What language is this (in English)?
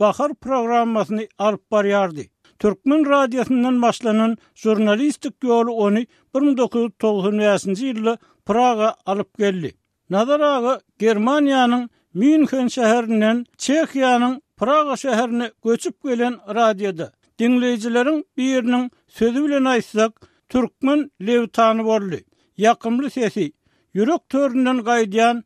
Turkmen